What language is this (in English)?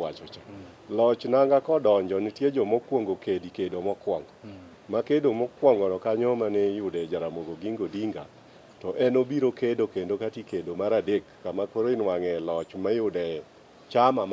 Luo (Kenya and Tanzania)